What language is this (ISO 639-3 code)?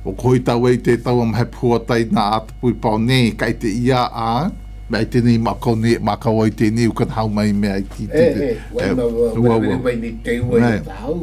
mlg